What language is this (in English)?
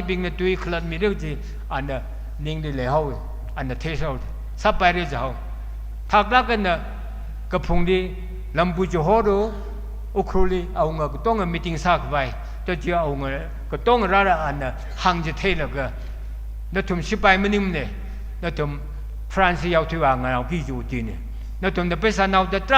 Tangkhul Naga (India)